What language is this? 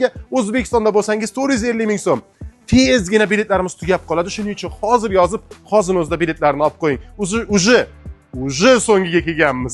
Uzbek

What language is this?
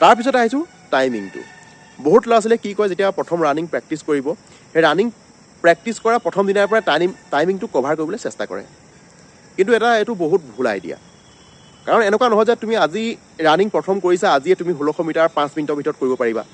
Assamese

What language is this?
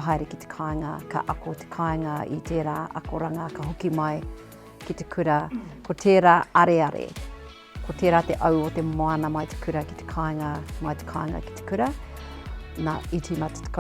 Māori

